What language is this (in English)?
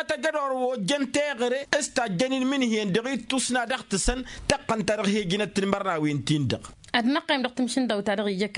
Tamasheq